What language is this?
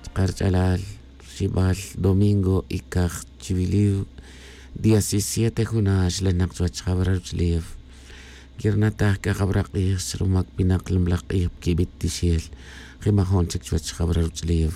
Tz'utujil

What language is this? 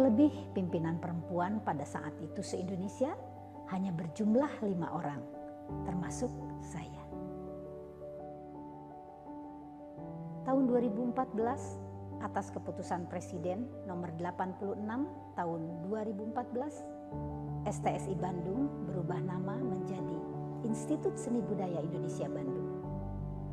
Indonesian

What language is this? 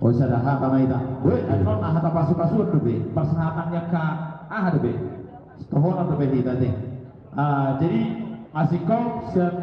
Batak Toba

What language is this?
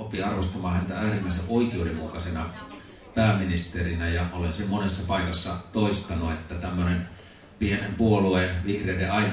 Finnish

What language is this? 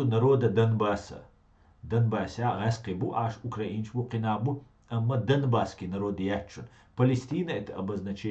Chechen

